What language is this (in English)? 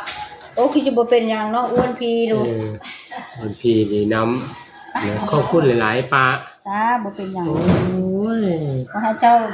Northeastern Thai